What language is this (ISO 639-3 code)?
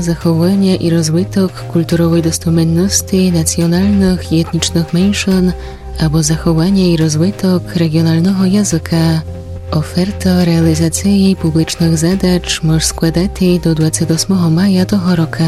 rue